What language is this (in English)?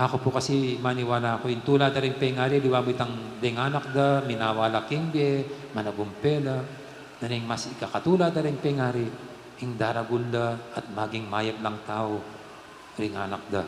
Pampanga